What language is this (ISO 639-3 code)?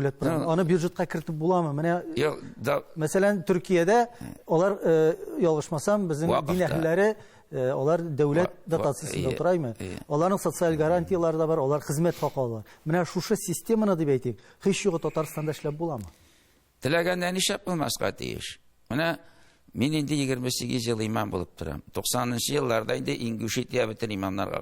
tat